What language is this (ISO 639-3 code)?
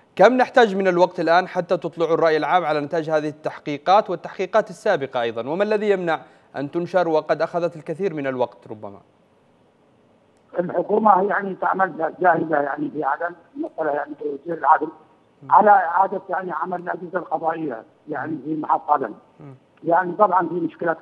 ara